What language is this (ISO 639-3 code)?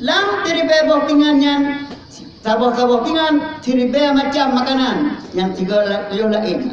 ace